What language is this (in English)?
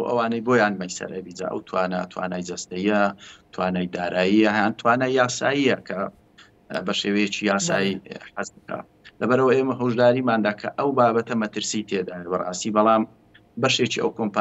Central Kurdish